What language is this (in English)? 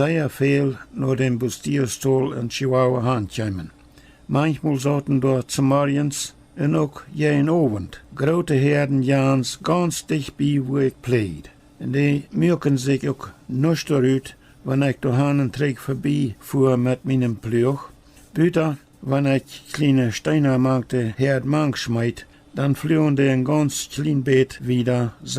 Plautdietsch